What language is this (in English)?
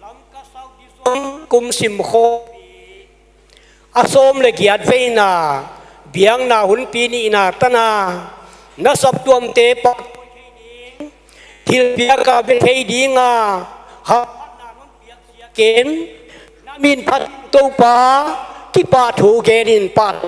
Paite Chin